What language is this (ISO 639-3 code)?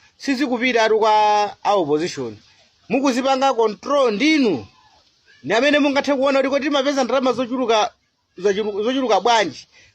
nya